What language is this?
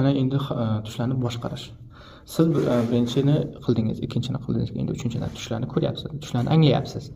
Uzbek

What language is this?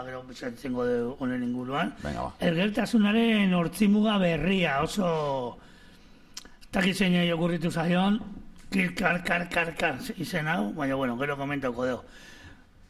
Basque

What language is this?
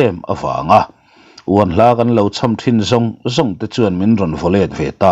Mizo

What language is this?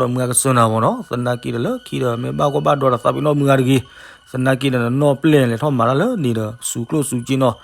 S'gaw Karen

